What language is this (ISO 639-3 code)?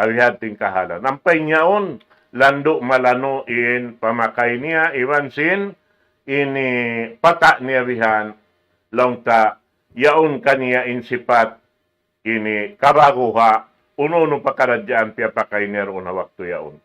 tsg